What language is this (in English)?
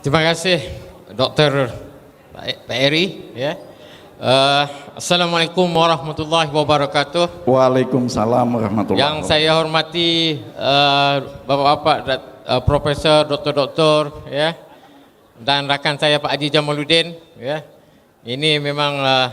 Banjar